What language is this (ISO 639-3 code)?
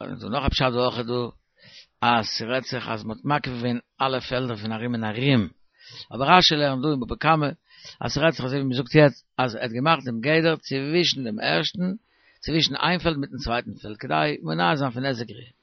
yid